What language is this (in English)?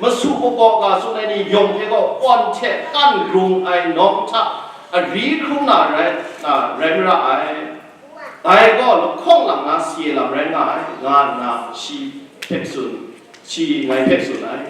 Kachin